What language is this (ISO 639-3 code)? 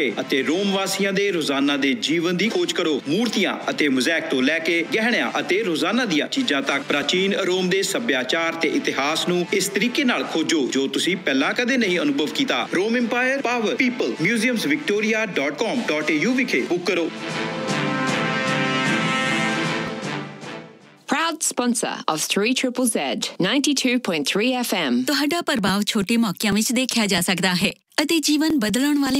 pan